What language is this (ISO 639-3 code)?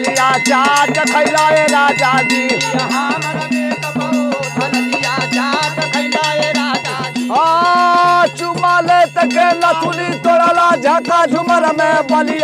bho